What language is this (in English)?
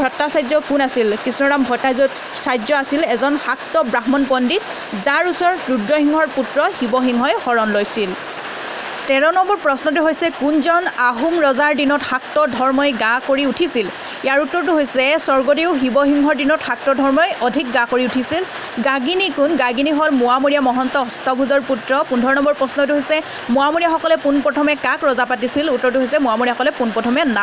Assamese